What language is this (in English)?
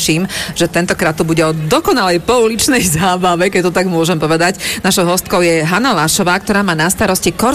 Slovak